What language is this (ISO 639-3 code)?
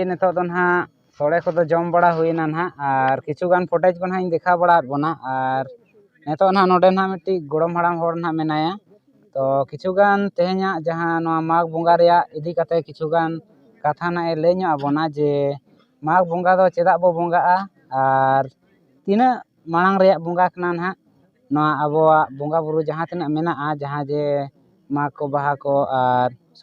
sat